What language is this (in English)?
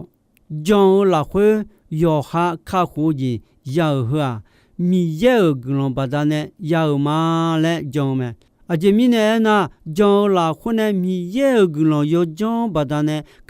Akha